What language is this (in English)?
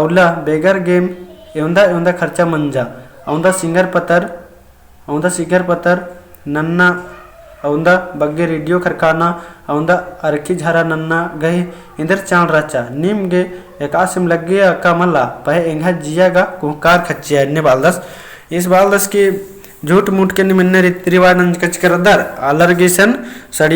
Kurukh